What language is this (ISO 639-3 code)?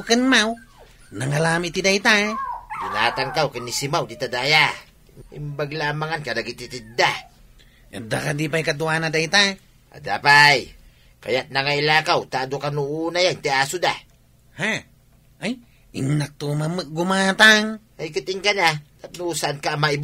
ilo